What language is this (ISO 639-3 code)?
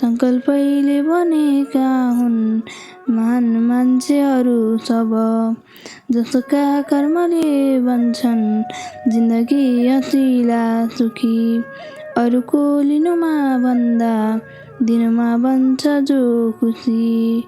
nep